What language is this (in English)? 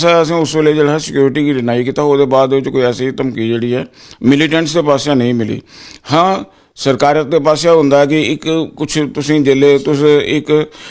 Dogri